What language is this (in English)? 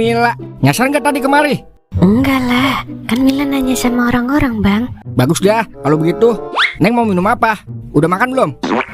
Betawi